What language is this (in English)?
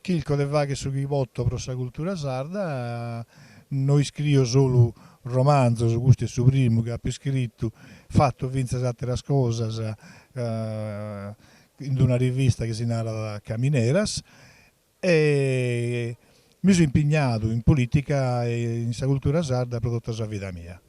Sardinian